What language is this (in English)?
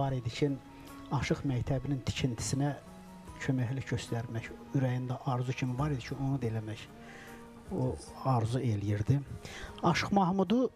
Azerbaijani